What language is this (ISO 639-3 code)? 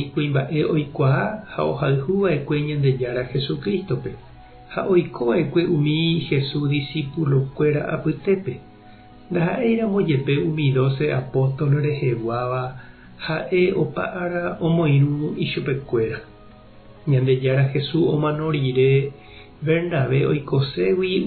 grn